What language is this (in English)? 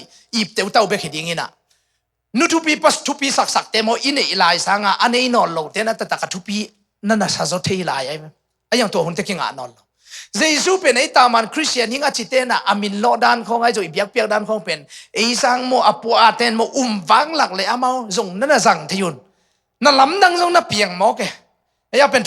Tedim Chin